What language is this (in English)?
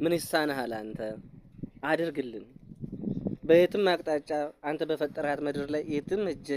Amharic